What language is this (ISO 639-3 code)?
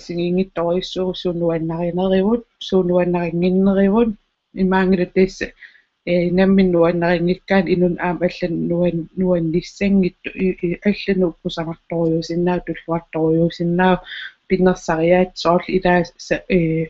kal